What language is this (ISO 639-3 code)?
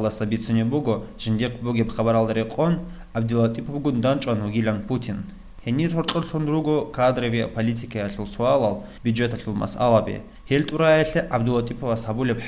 ava